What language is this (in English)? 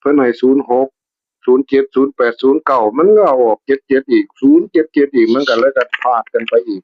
Northeastern Thai